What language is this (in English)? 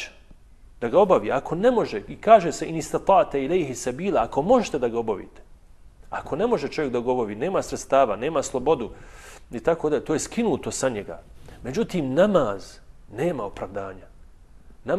Bosnian